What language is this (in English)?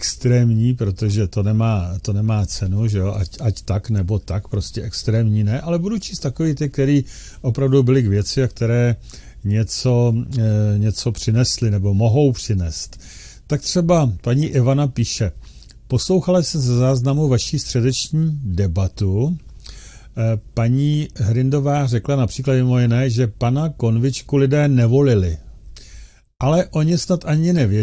Czech